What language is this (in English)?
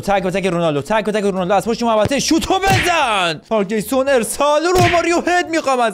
Persian